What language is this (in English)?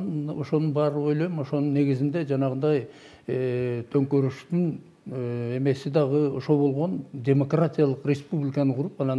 Kyrgyz